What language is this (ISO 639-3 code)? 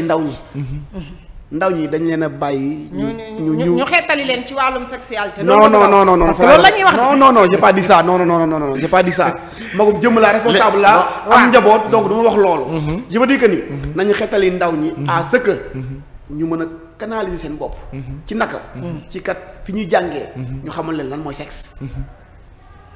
wol